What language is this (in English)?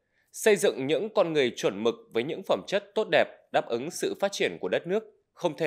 Vietnamese